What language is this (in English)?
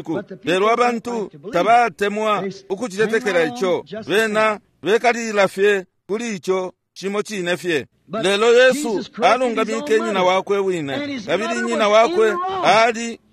Bemba